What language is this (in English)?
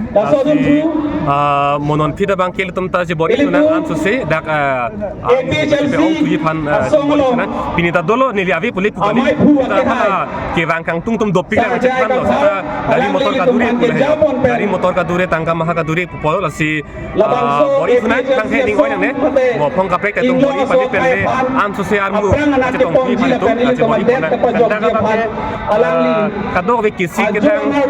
Karbi